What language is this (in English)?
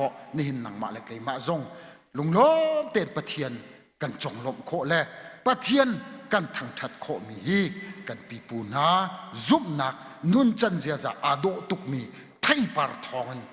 Hakha Chin